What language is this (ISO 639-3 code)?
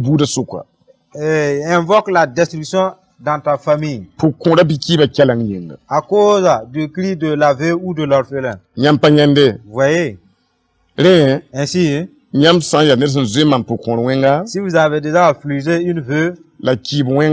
mos